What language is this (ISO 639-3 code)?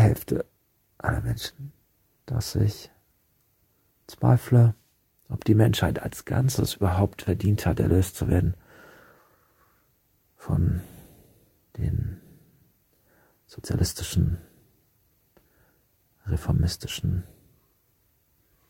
deu